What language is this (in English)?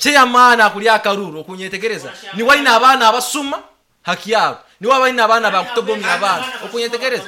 Nyankole